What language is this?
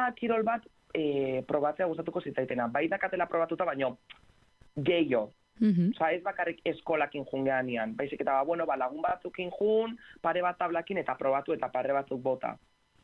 Basque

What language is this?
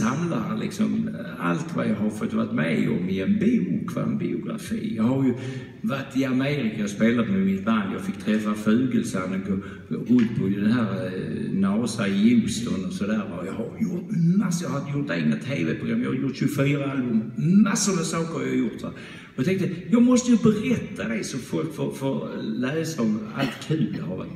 Swedish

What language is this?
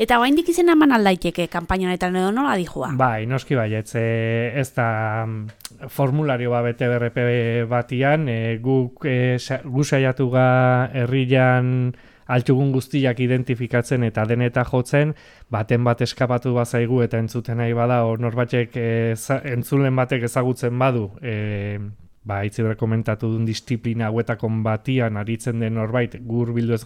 Basque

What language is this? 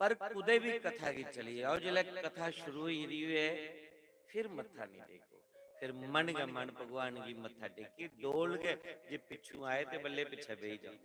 Dogri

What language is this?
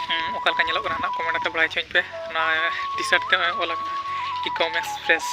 Santali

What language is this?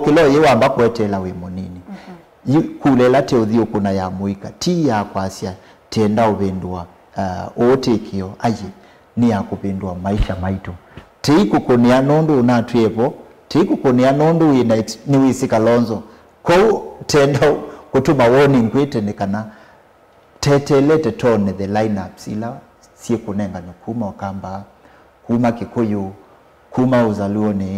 Kamba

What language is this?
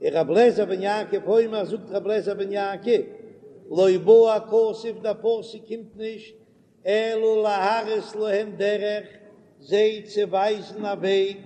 Yiddish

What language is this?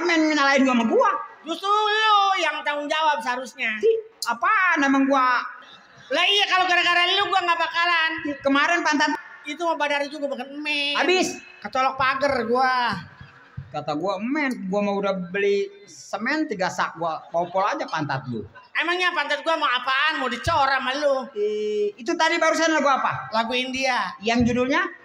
Betawi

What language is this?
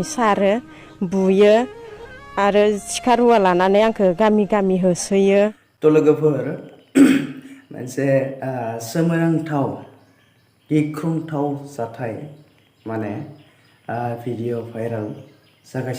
Bodo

